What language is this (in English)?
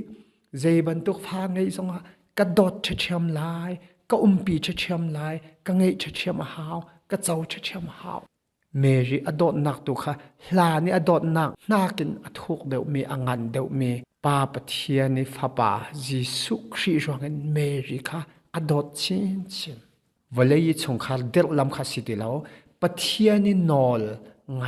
Hakha Chin